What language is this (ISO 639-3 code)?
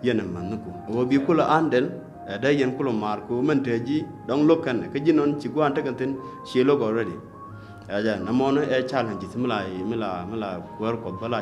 nus